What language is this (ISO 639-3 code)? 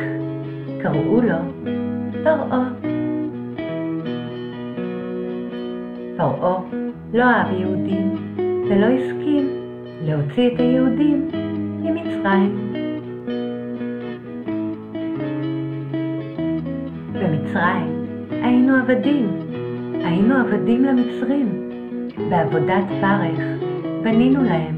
heb